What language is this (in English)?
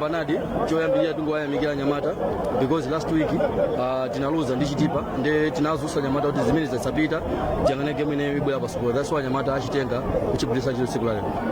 Nyanja